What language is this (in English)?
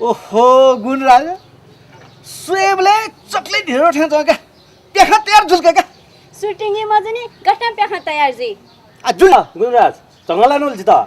Newari